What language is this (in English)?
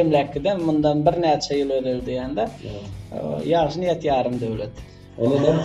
Turkmen